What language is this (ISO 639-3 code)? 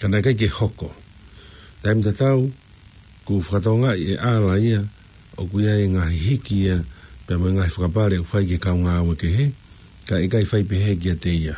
ton